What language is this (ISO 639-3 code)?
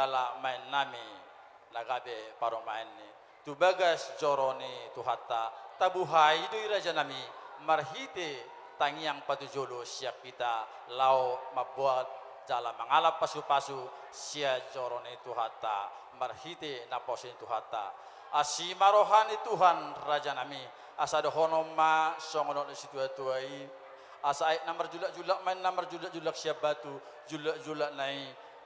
bbc